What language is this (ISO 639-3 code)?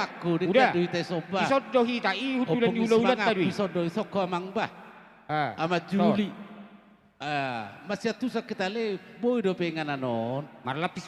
bbc